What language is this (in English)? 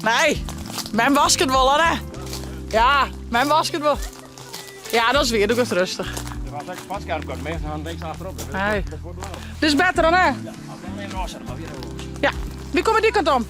Western Frisian